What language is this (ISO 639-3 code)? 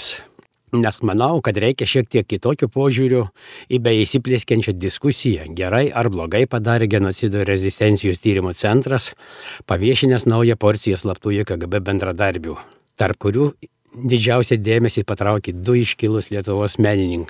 lit